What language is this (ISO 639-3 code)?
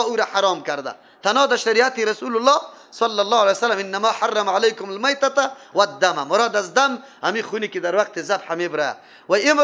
fas